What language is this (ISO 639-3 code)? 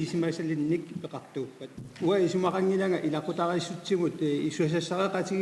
kal